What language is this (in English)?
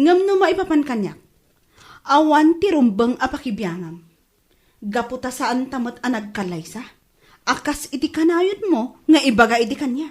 Iloko